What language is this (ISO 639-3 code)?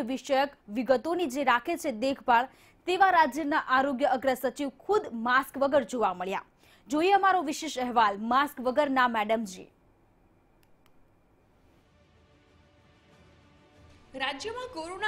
guj